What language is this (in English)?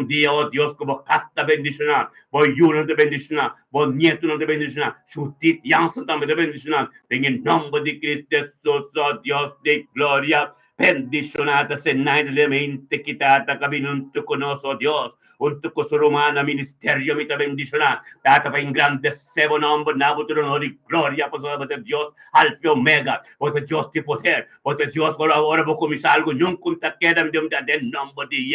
Papiamento